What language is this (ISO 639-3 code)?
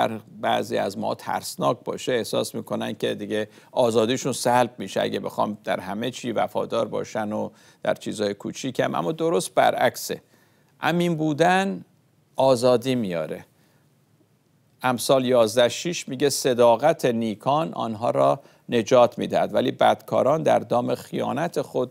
fas